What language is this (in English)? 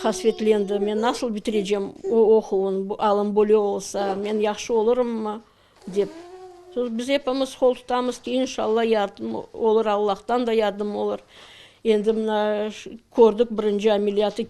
Crimean Tatar